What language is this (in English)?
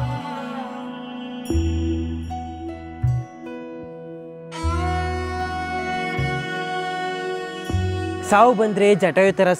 Kannada